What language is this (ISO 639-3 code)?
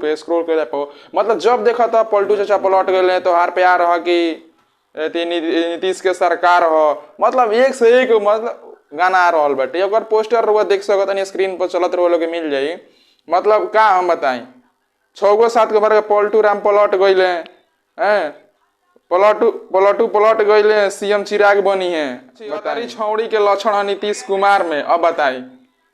bho